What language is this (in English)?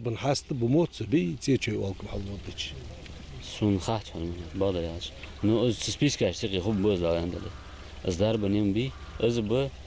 Ingush